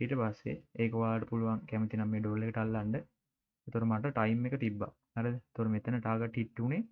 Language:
Sinhala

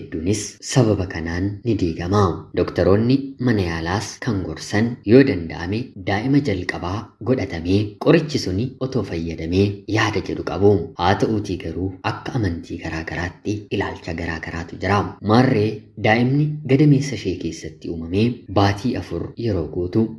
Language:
Oromo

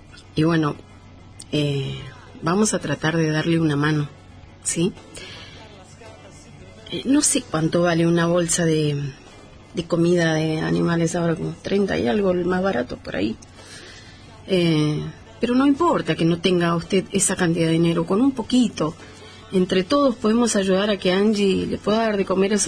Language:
Spanish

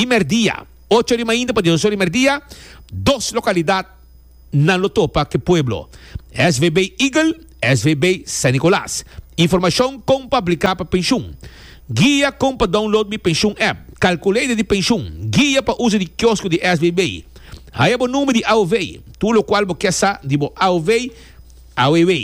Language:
Papiamento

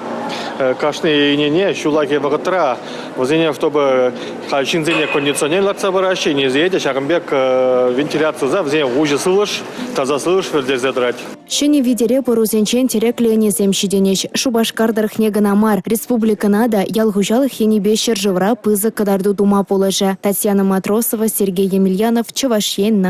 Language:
Chuvash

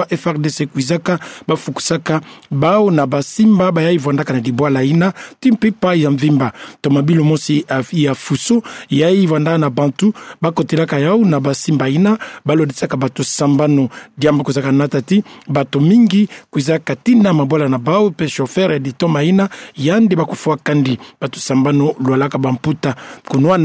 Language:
Kituba (Democratic Republic of Congo)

